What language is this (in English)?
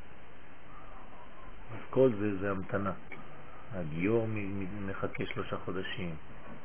Hebrew